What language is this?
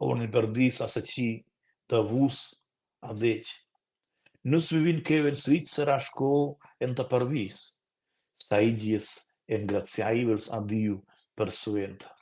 Romansh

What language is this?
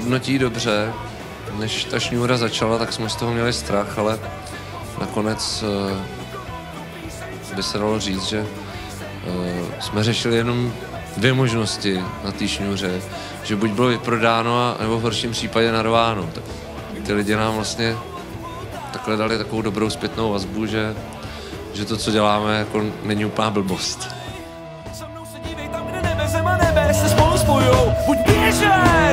Czech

